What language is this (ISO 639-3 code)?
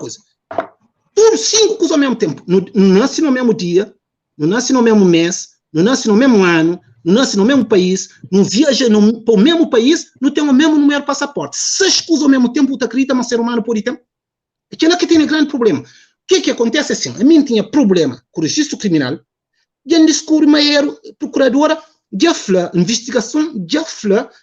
kea